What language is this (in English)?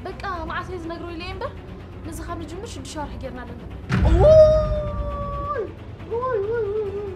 Tigrinya